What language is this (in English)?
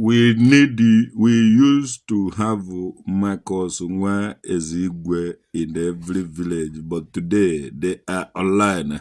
Igbo